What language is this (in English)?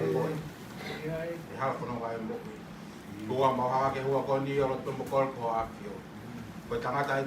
Tongan